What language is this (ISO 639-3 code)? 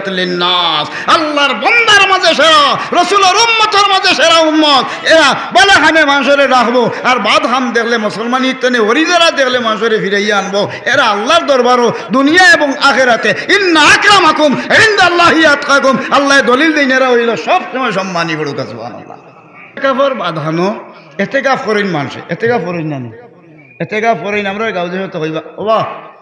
syl